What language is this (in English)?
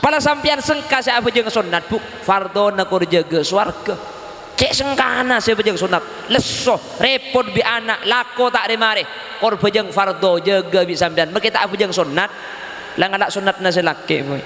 Madurese